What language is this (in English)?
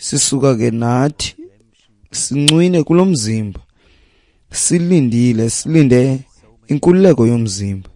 Xhosa